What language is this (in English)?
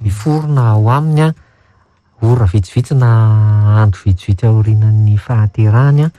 Malagasy